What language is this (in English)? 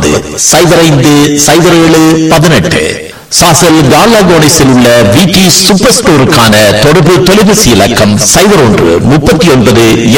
Tamil